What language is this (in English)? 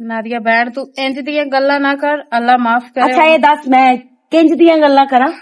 Western Panjabi